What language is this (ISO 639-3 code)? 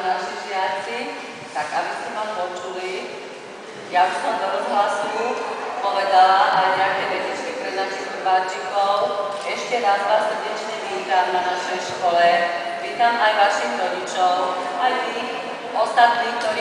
slk